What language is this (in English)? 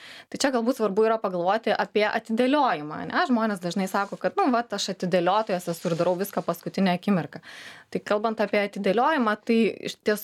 Lithuanian